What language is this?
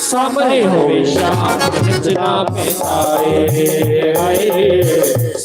Dogri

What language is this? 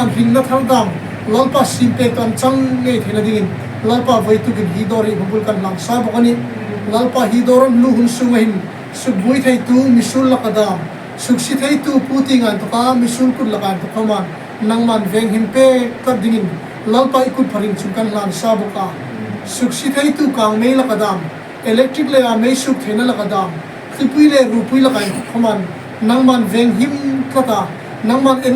Hmar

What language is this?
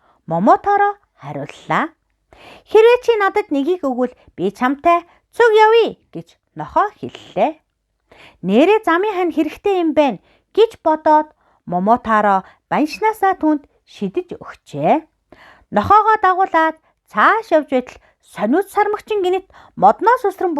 Mongolian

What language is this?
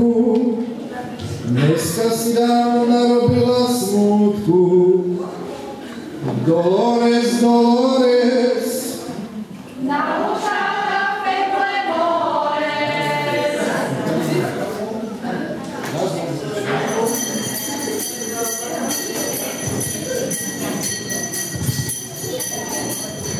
Slovak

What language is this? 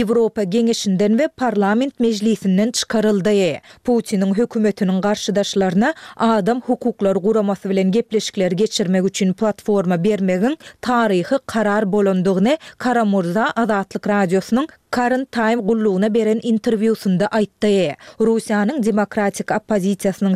Turkmen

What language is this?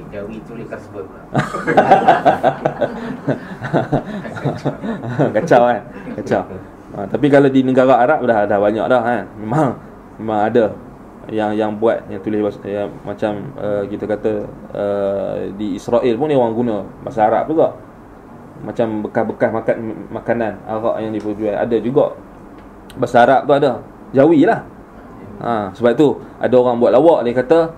Malay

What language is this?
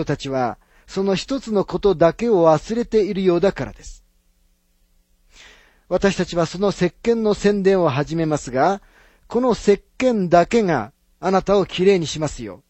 Japanese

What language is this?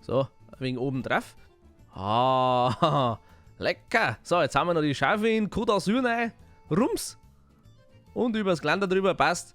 Bavarian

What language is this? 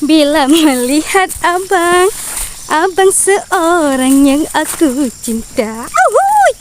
Achinese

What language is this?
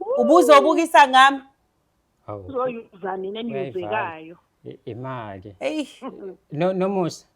Zulu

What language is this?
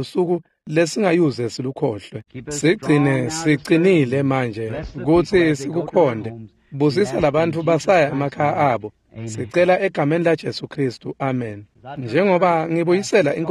Swati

